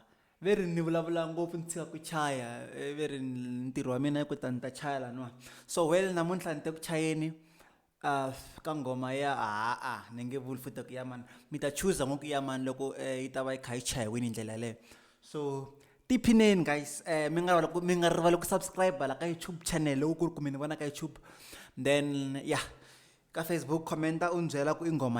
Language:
Tsonga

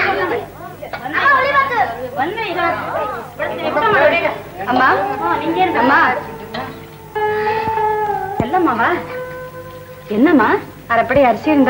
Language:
Tamil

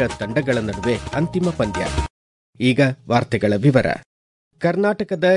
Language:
Kannada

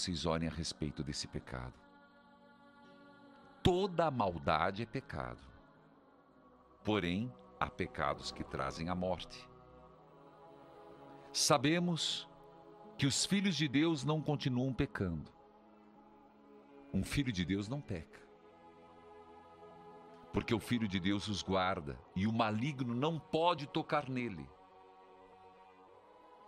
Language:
Portuguese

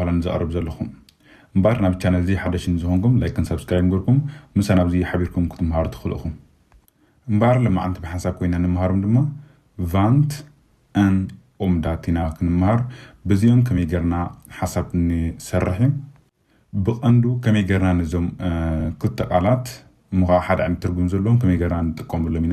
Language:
Tigrinya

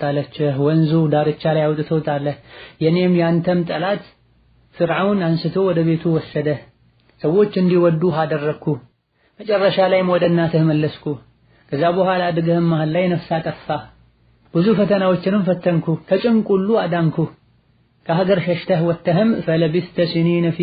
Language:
Amharic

